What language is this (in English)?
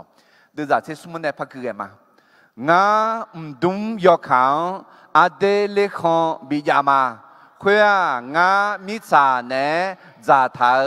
Akha